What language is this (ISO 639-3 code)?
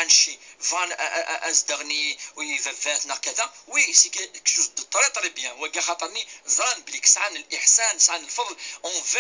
kab